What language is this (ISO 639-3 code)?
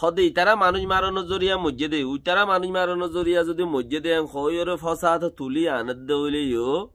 rhg